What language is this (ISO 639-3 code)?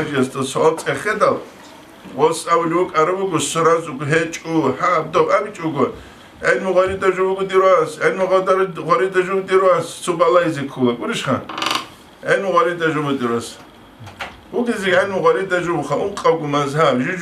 ava